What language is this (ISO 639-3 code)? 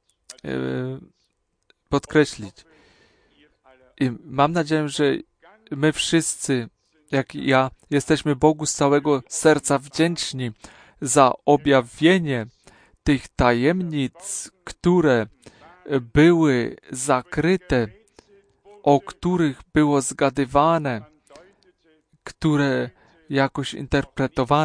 pol